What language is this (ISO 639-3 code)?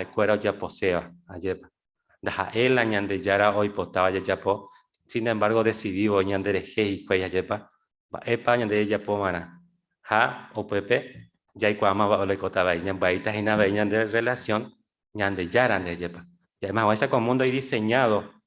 grn